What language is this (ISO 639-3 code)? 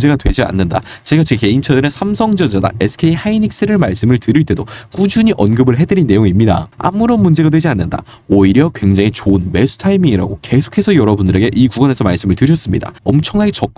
kor